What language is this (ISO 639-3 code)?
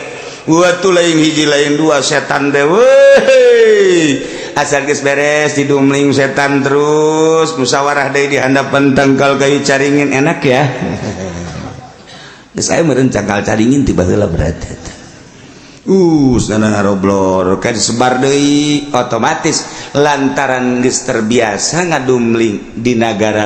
sun